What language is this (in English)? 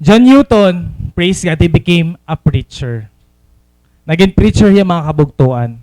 Waray